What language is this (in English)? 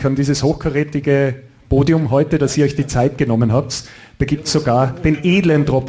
German